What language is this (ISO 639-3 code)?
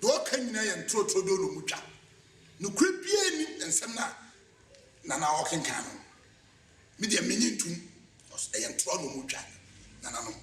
aka